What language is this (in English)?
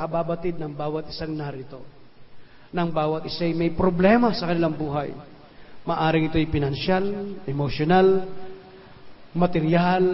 Filipino